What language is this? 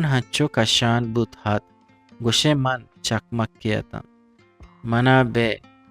Eastern Balochi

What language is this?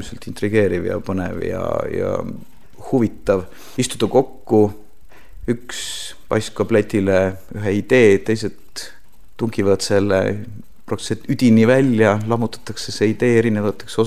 Estonian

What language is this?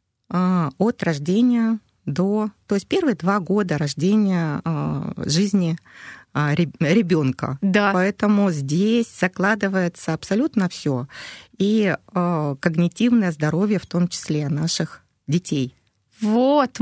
Russian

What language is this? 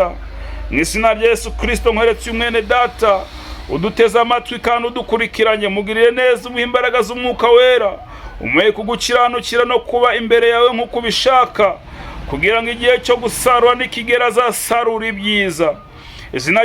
Kinyarwanda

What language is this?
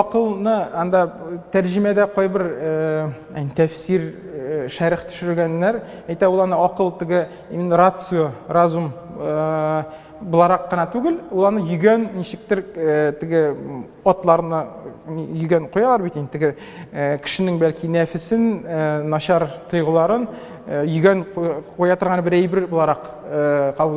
Tatar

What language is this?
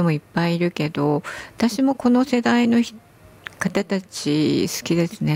Japanese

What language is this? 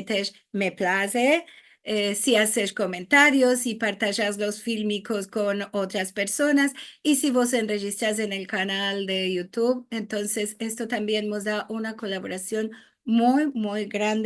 Ladino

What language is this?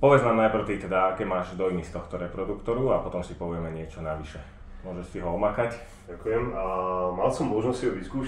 Slovak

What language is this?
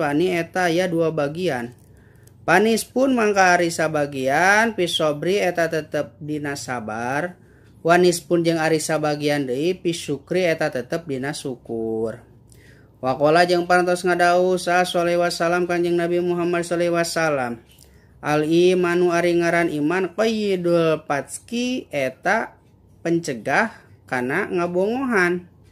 Sundanese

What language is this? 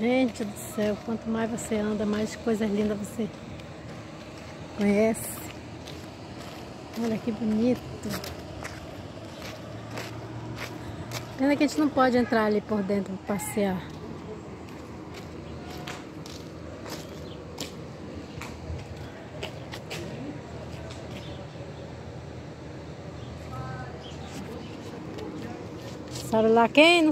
Portuguese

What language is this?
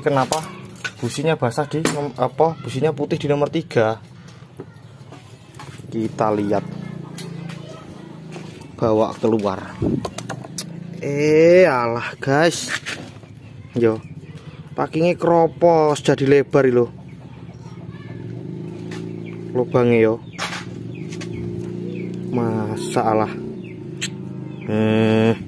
Indonesian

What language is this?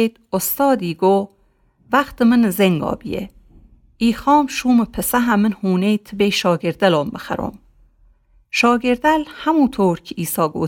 Gilaki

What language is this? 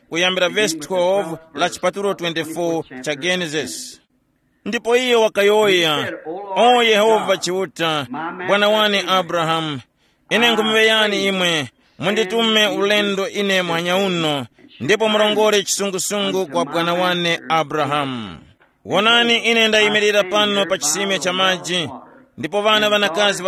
Tumbuka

